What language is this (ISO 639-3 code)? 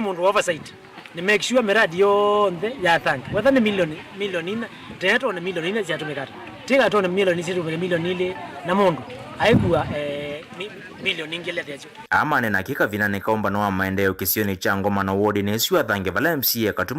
kam